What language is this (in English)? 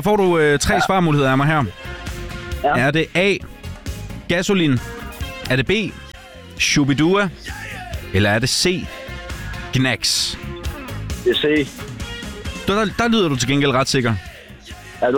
Danish